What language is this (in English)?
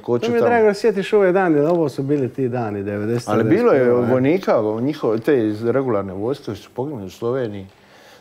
Croatian